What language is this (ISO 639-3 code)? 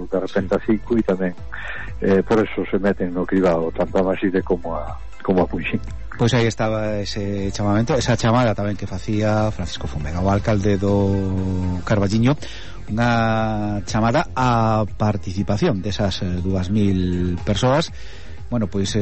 glg